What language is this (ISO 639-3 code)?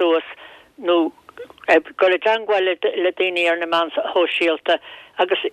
gle